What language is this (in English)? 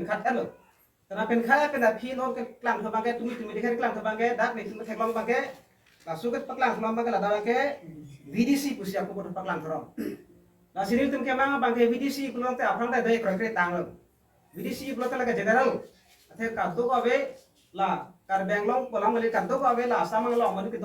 Karbi